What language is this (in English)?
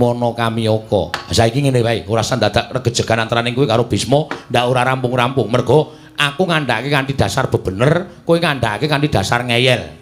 Javanese